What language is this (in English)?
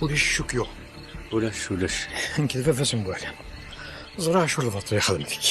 Kabyle